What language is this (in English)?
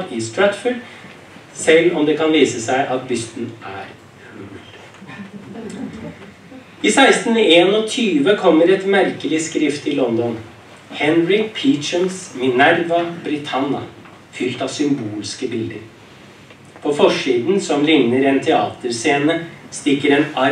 Norwegian